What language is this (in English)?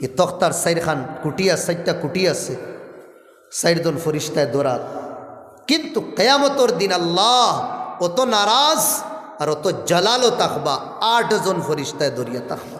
Sylheti